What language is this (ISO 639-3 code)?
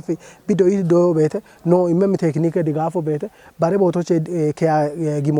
kbr